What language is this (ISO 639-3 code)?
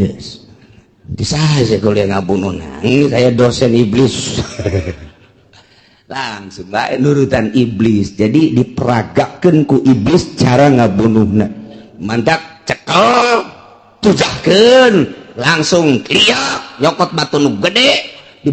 sun